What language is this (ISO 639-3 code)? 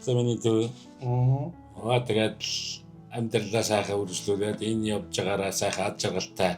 mon